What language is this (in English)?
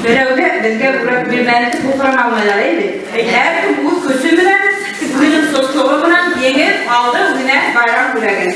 Bashkir